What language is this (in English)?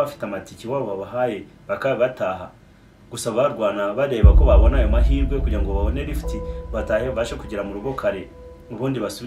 Kinyarwanda